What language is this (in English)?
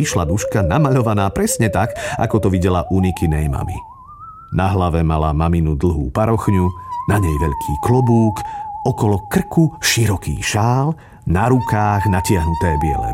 Slovak